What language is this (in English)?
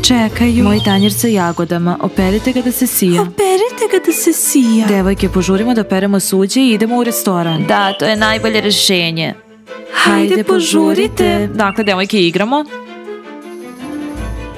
Serbian